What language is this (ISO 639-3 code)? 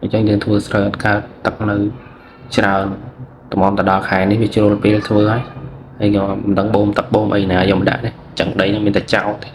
khm